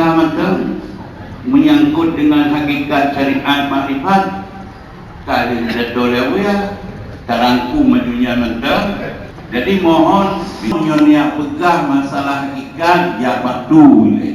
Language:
Achinese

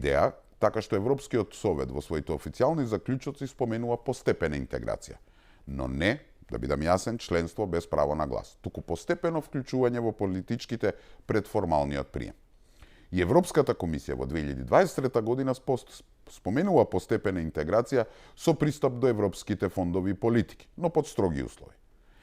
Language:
Macedonian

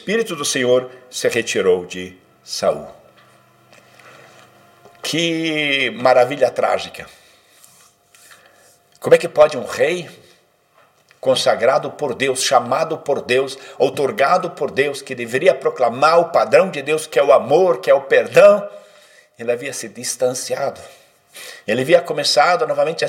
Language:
Portuguese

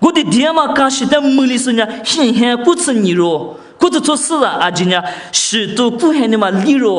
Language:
Lisu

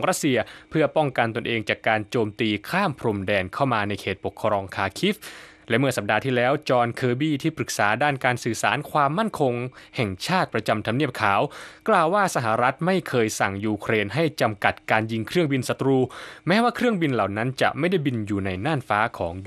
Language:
Thai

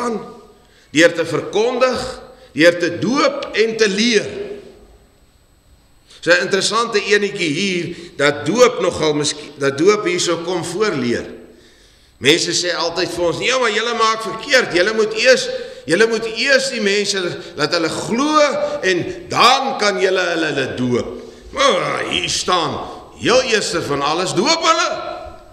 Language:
Afrikaans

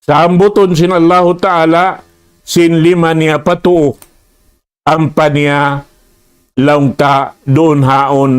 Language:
Tausug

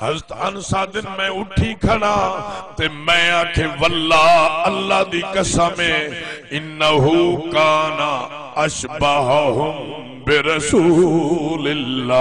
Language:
Saraiki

